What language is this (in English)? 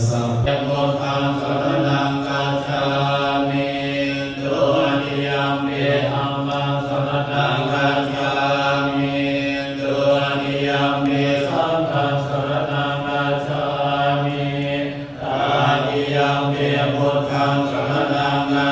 Pali